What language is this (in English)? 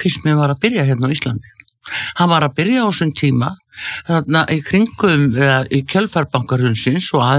Icelandic